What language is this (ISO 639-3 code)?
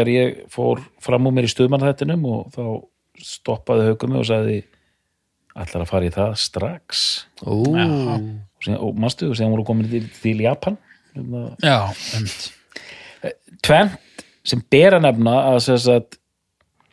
isl